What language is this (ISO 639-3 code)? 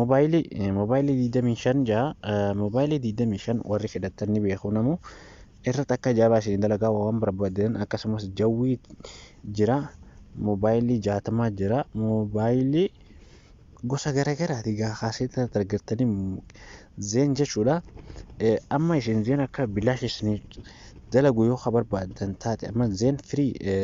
orm